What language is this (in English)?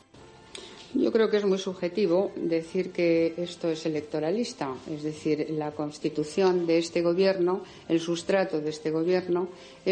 Spanish